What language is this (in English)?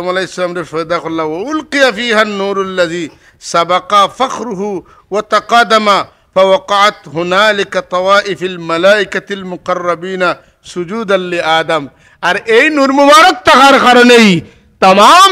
Sylheti